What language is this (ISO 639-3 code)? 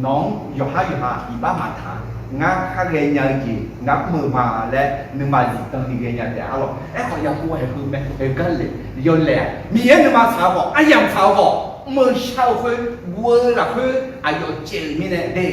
ahk